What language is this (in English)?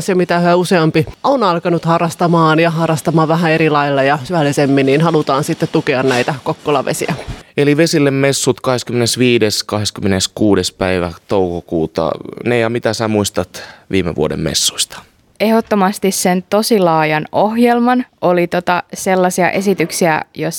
Finnish